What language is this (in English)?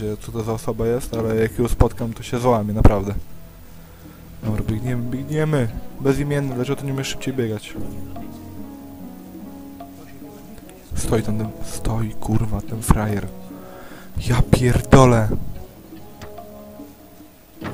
Polish